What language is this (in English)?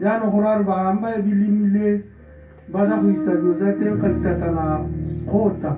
Tswana